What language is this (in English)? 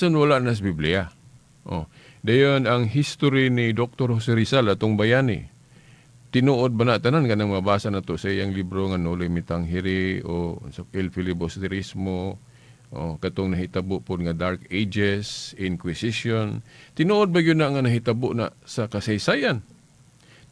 Cebuano